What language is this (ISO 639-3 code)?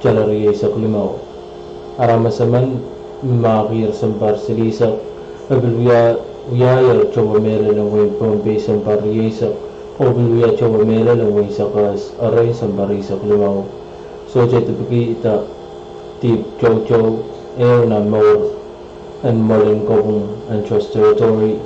pon